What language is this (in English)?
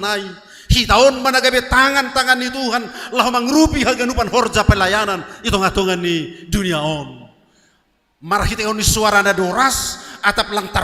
Batak Simalungun